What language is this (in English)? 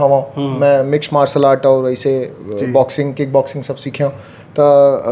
Chhattisgarhi